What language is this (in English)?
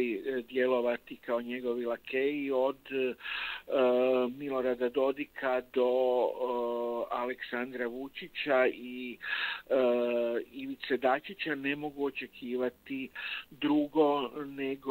Croatian